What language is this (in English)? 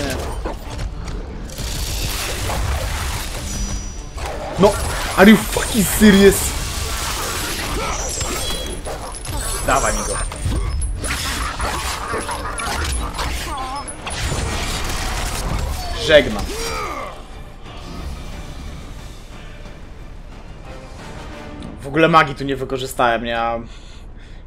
Polish